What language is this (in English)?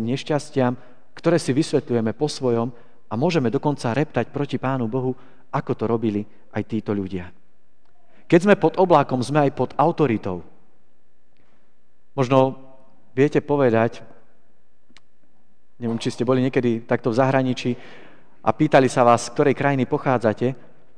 Slovak